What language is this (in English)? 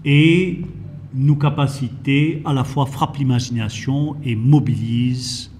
Morisyen